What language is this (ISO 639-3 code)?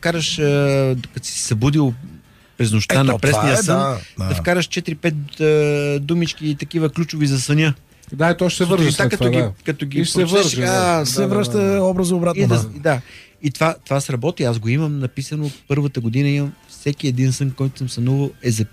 bul